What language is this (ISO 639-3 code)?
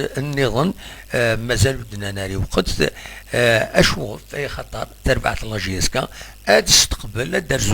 kab